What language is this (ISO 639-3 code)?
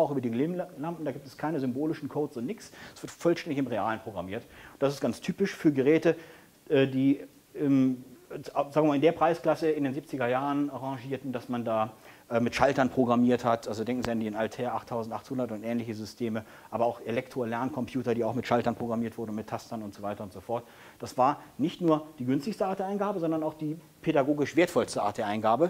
deu